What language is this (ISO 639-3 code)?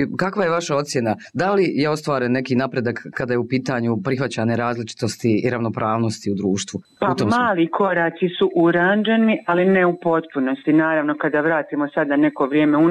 bos